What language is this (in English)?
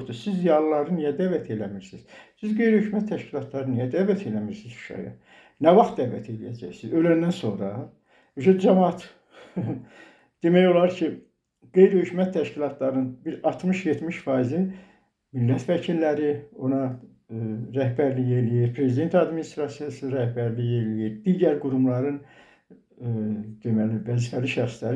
Azerbaijani